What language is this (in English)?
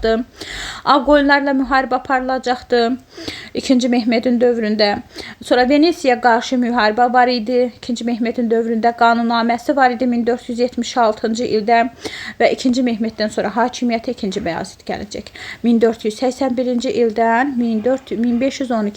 Azerbaijani